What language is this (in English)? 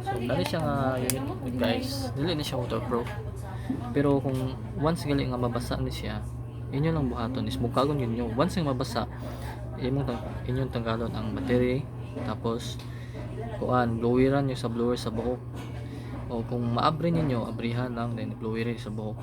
Cebuano